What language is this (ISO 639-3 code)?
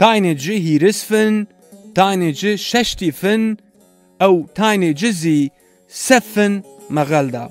zza